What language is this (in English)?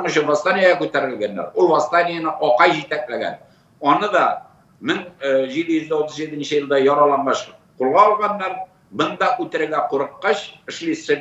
Tatar